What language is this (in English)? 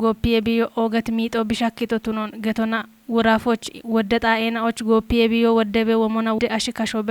Kafa